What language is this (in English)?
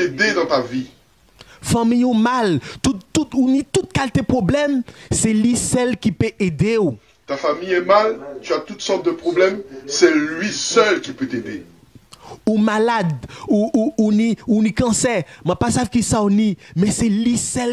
Guadeloupean Creole French